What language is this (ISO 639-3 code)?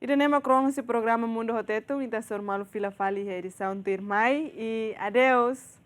tet